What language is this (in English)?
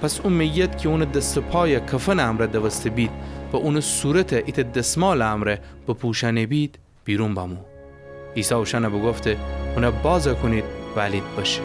Gilaki